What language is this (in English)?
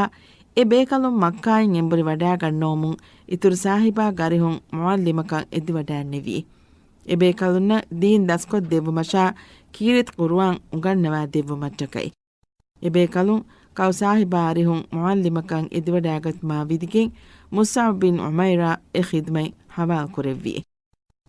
Divehi